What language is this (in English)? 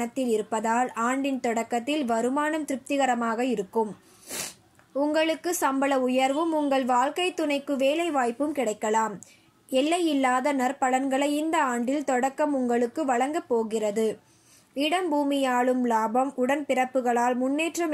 Tamil